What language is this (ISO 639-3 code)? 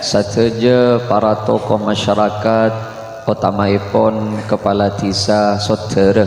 mad